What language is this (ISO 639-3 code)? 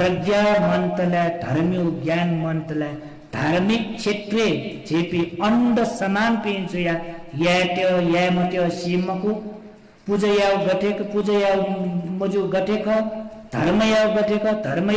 new